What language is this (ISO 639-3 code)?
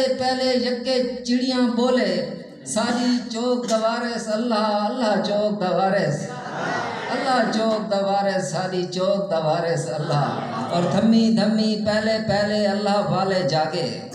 skr